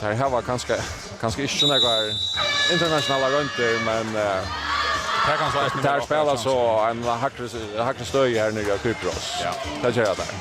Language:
Faroese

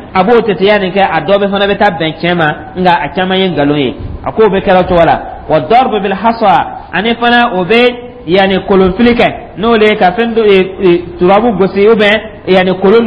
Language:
Dyula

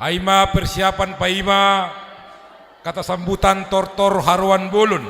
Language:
Batak Simalungun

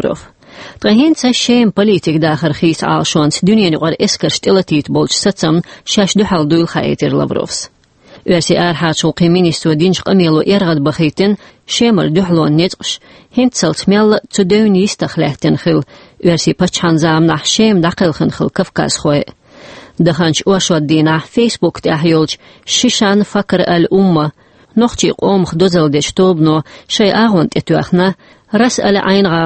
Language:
Chechen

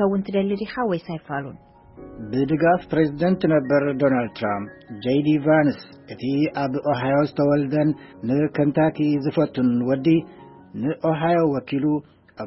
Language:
Tigrinya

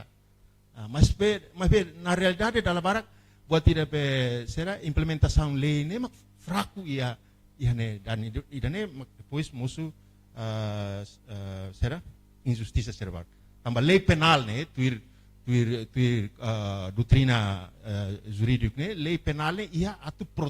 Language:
Tetum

